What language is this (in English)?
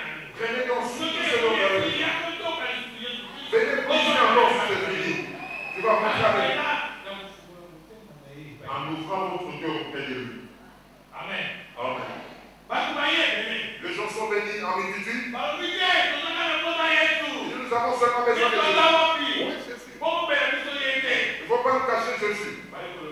French